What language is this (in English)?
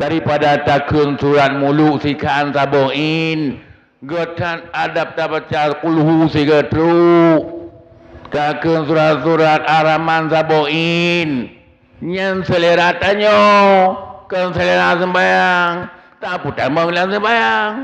Achinese